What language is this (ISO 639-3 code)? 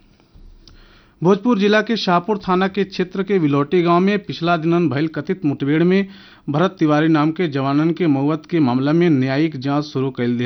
bho